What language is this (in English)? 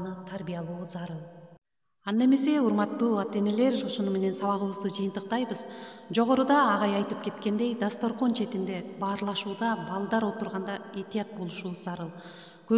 Kyrgyz